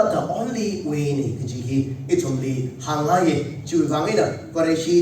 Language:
Tangkhul Naga (India)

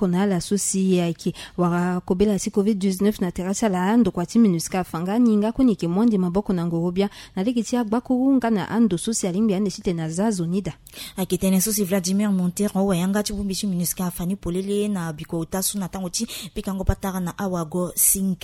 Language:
Sango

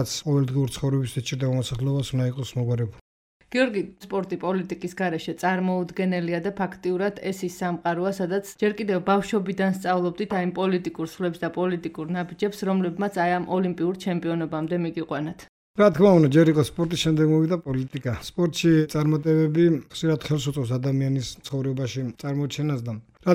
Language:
Georgian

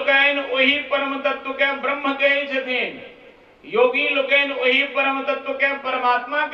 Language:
Maithili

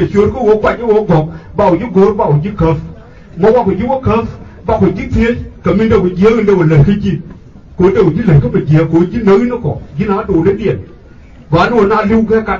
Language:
Nuer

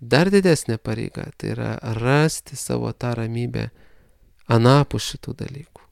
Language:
Lithuanian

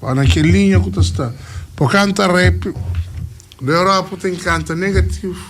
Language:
Kabuverdianu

